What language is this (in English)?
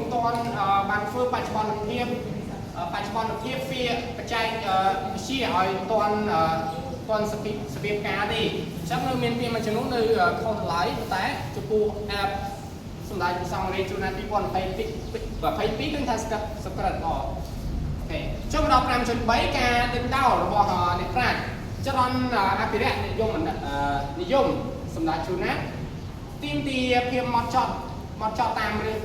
Khmer